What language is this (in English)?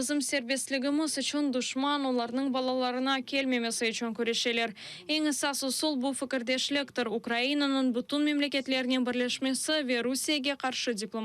Crimean Tatar